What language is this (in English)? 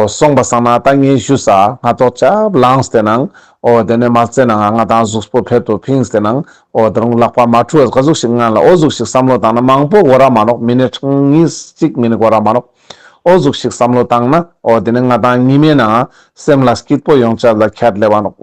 Ladakhi